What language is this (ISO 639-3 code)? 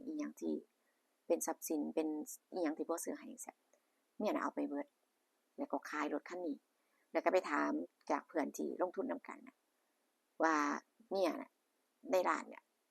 tts